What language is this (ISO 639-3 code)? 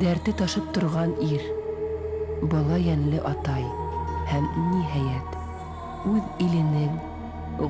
bak